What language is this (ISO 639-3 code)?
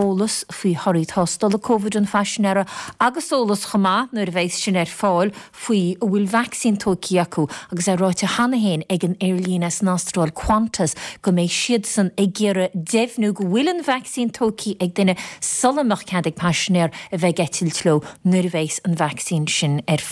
gle